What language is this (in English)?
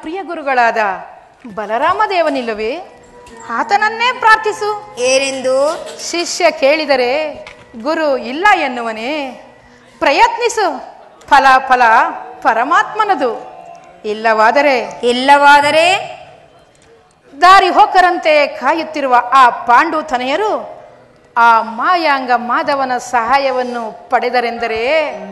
Kannada